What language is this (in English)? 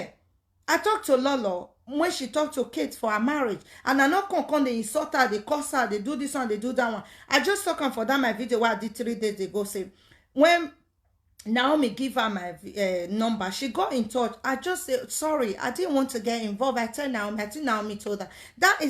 Nigerian Pidgin